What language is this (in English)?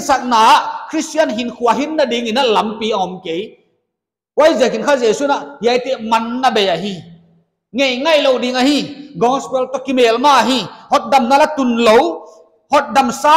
Paite Chin